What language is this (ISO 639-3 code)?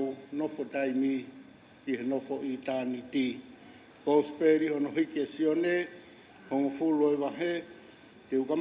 ton